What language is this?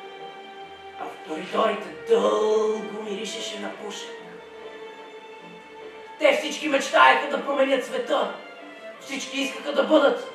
Bulgarian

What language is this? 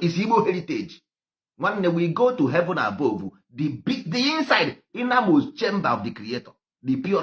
Igbo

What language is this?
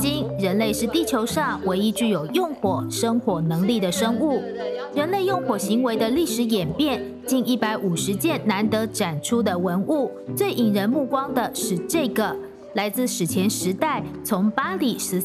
Chinese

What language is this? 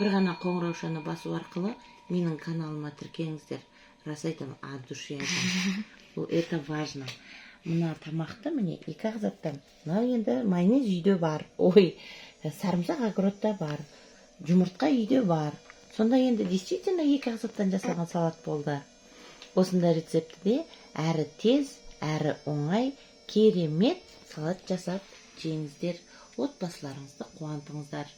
Kazakh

